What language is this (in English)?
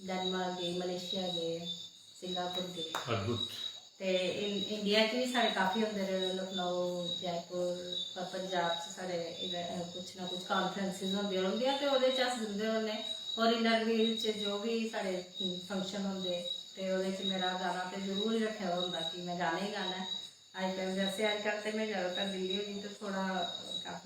Dogri